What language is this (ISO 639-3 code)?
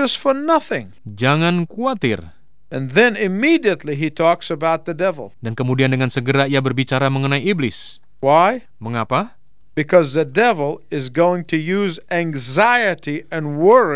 ind